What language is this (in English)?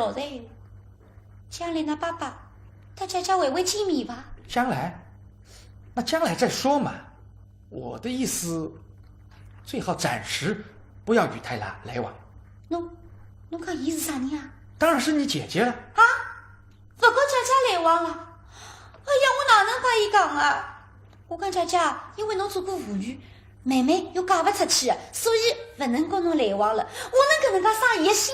Wu Chinese